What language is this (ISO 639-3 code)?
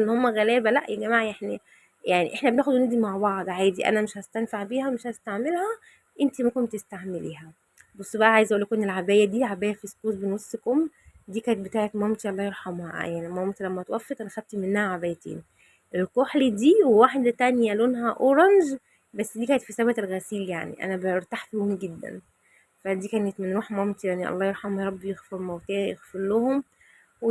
arz